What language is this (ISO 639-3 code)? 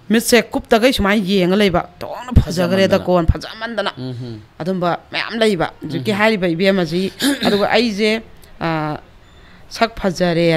mni